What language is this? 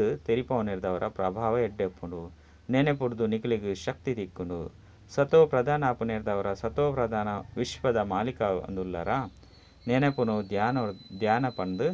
Tulu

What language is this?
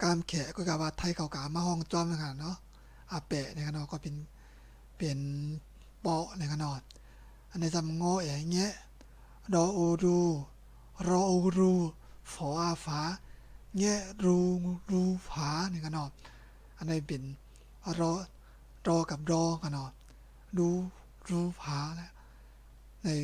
Shan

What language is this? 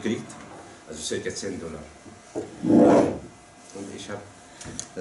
German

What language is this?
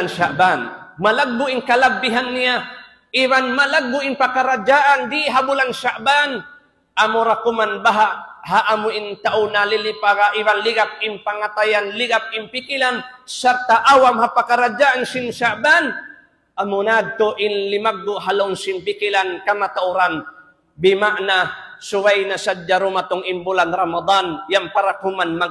Tausug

